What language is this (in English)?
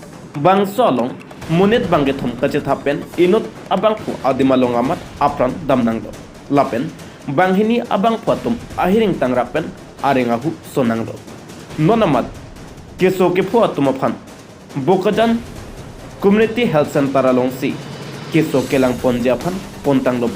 Karbi